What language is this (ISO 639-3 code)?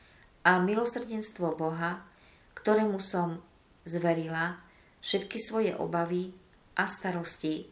slk